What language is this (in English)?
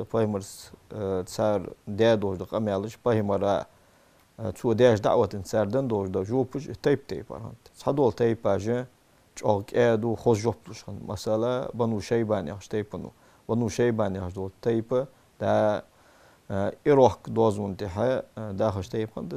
Ingush